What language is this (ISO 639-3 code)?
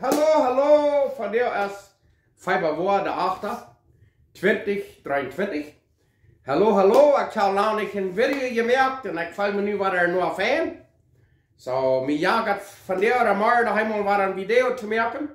pdt